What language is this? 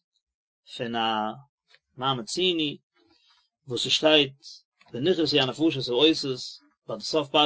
Yiddish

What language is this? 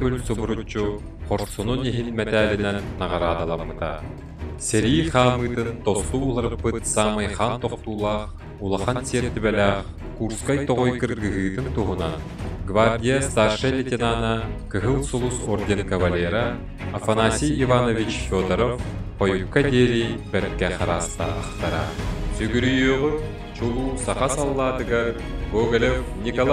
Yakut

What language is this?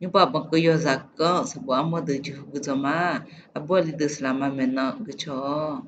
Akha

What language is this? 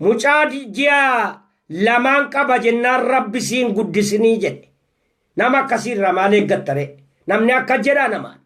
Oromo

